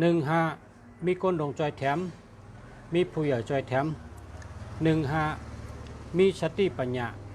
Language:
Shan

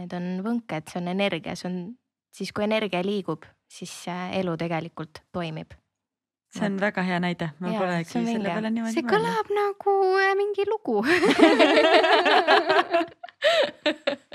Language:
Estonian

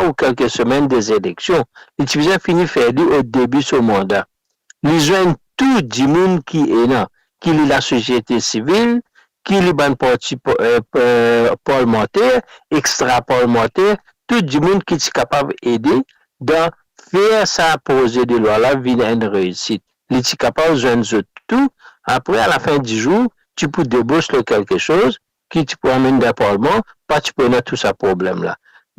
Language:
Morisyen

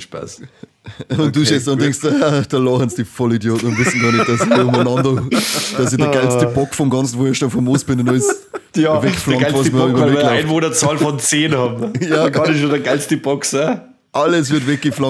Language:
Bavarian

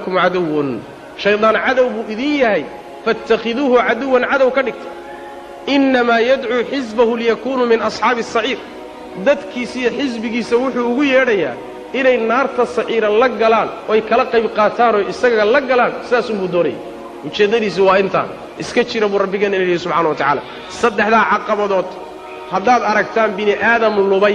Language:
Somali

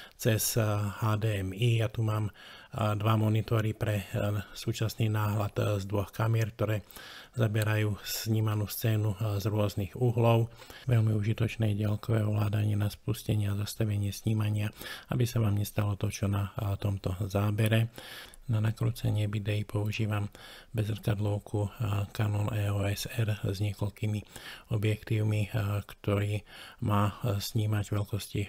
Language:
Slovak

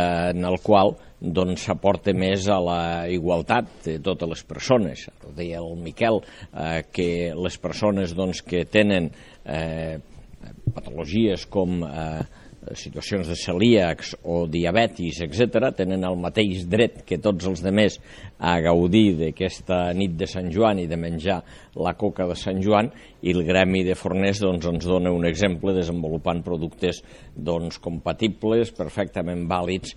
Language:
Catalan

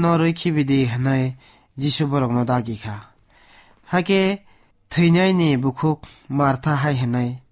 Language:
Kok Borok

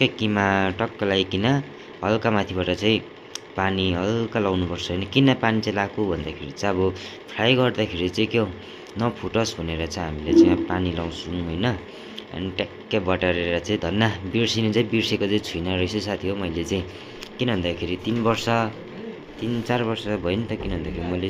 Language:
Nepali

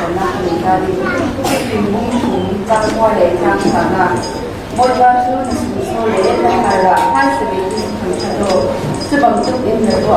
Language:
Falam Chin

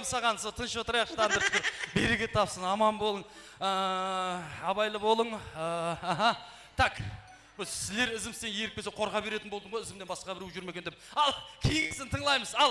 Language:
Kara-Kalpak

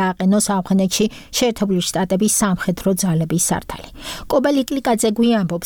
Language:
Georgian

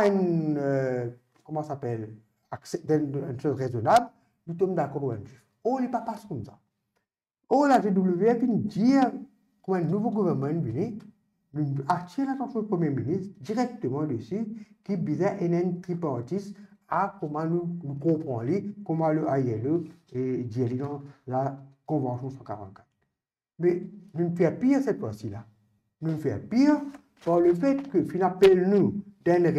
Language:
Morisyen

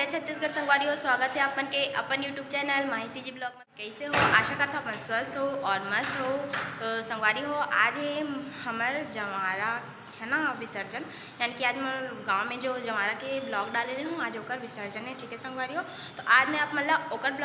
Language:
Chhattisgarhi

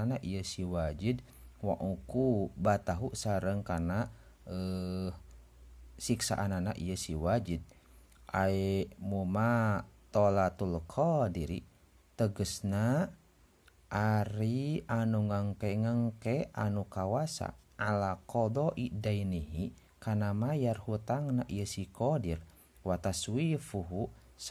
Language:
Sundanese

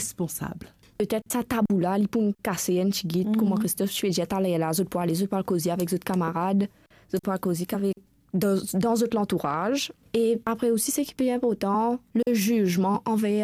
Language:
Morisyen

